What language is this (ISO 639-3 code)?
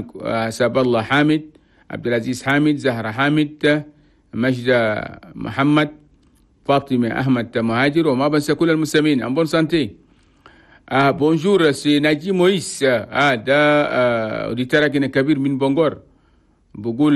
shu